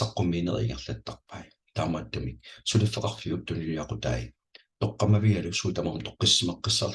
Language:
Kalaallisut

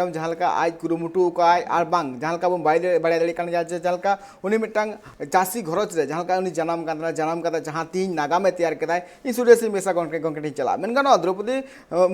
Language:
Santali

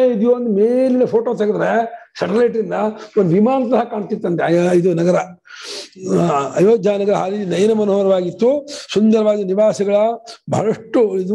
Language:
Kannada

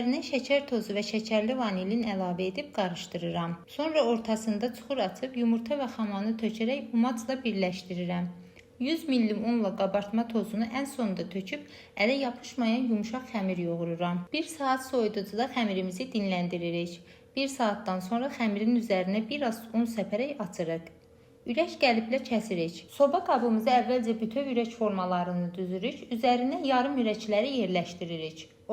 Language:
Azerbaijani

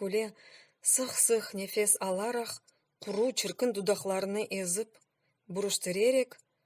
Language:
Crimean Tatar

